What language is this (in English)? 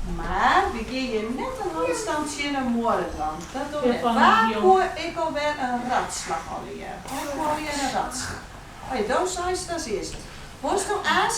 Western Frisian